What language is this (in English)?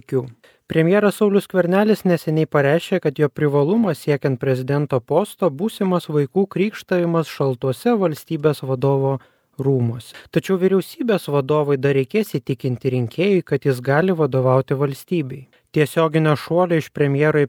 Lithuanian